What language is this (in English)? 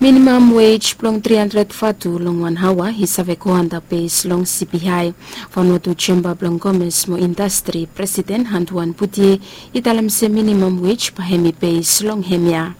Bislama